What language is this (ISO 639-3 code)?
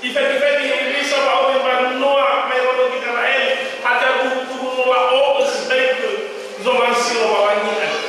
nia